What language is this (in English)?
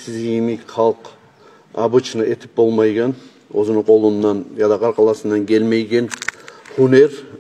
Kumyk